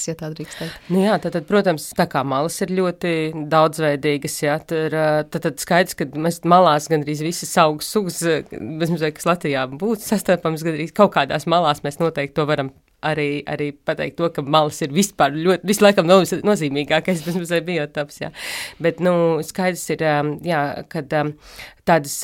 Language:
Latvian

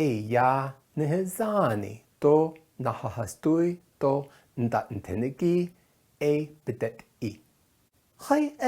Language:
Navajo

